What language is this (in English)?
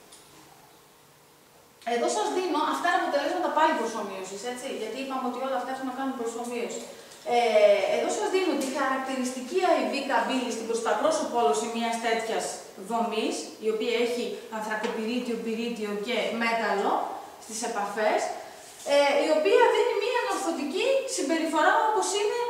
Greek